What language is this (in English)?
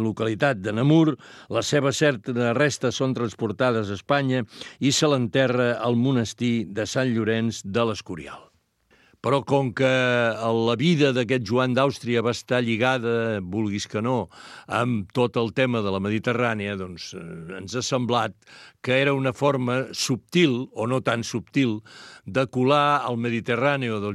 Catalan